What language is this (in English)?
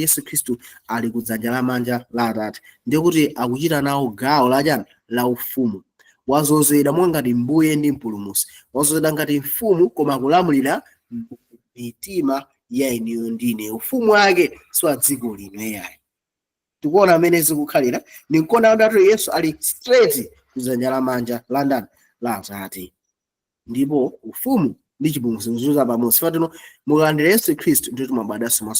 Nyanja